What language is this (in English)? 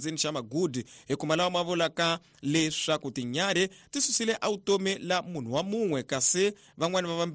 Tsonga